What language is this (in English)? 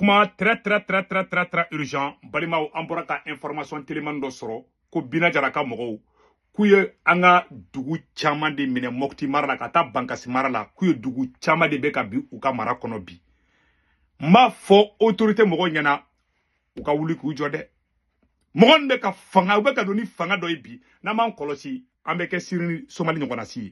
Bambara